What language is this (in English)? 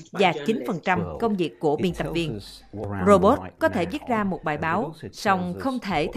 Vietnamese